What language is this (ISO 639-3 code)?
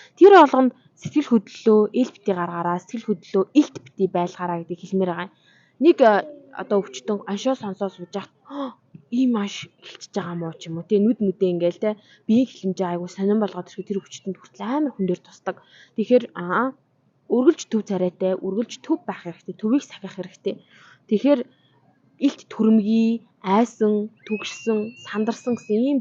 mon